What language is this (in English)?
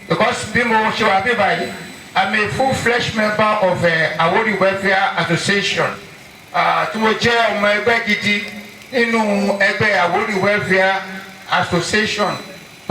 Yoruba